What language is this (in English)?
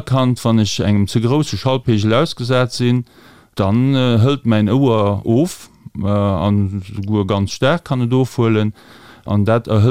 Luxembourgish